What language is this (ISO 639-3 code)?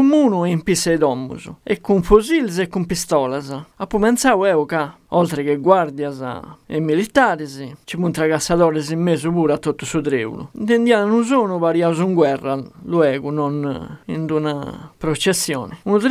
srd